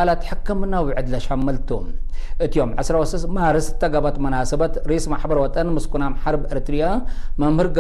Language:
Tigre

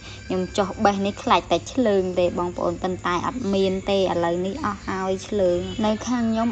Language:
Khmer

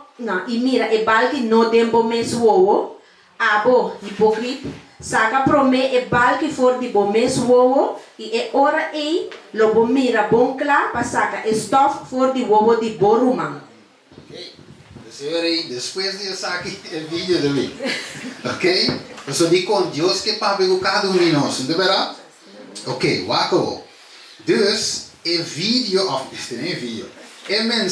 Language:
Papiamento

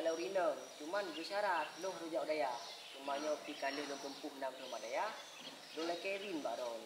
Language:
Achinese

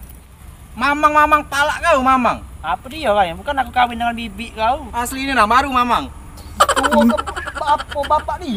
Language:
Musi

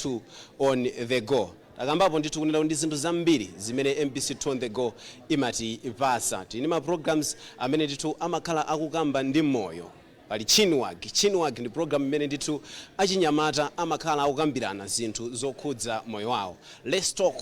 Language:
Nyanja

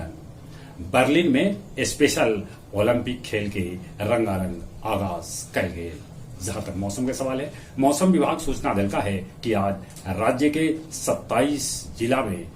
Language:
Magahi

